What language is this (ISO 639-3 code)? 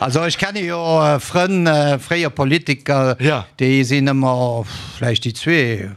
ltz